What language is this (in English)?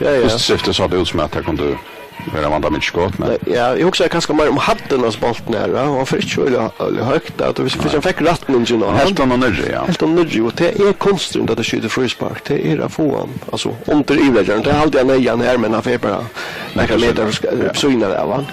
Faroese